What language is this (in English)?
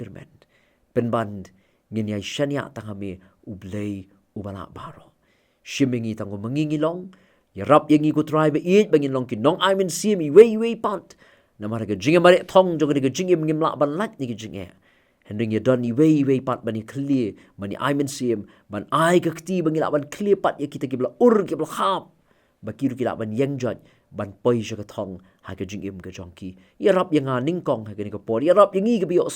Khasi